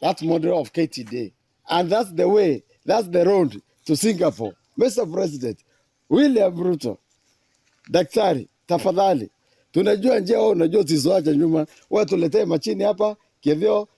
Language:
Meru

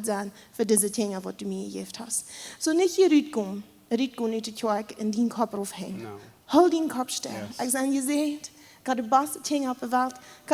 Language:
Plautdietsch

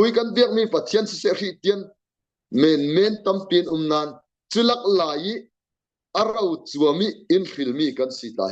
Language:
Falam Chin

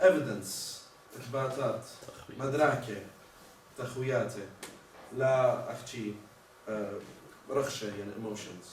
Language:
Assyrian Neo-Aramaic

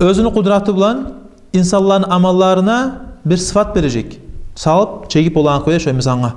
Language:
Kumyk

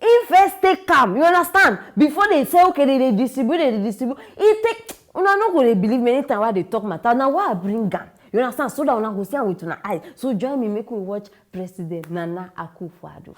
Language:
Nigerian Pidgin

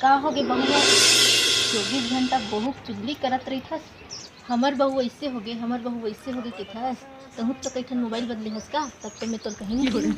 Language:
Chhattisgarhi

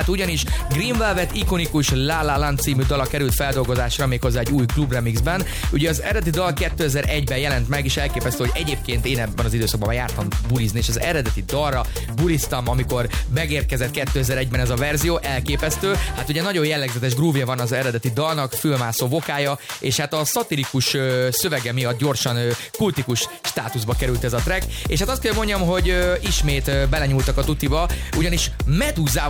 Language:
Hungarian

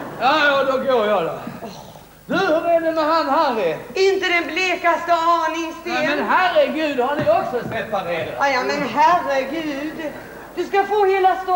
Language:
Swedish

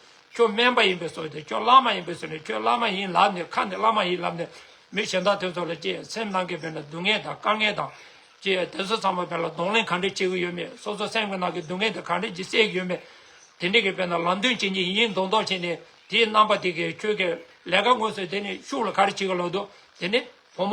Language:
Tibetan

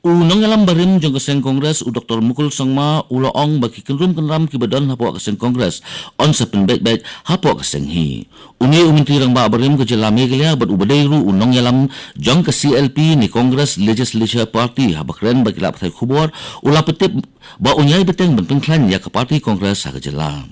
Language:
Khasi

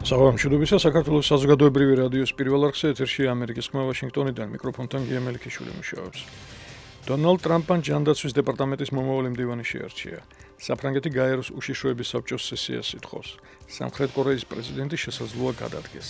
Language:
Georgian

